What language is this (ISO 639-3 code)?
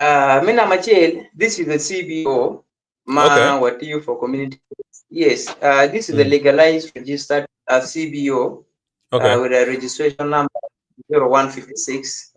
ach